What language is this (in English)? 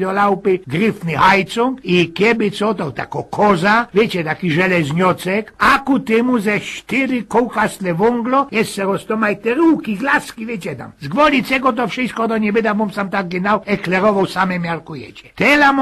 Silesian